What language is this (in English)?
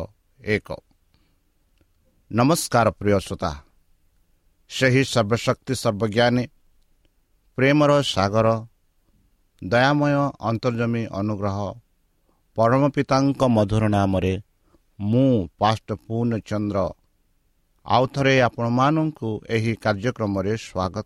Odia